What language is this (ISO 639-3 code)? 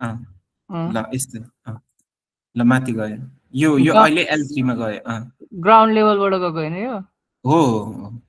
nep